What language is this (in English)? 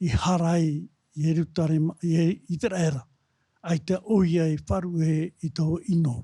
Tahitian